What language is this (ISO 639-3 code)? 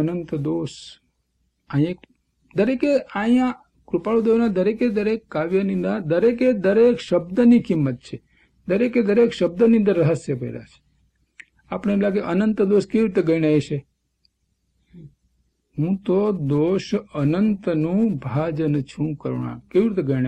guj